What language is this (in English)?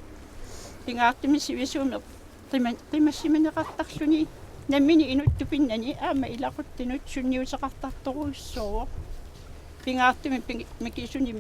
Kalaallisut